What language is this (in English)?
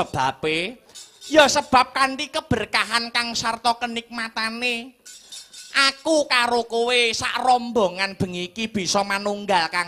Javanese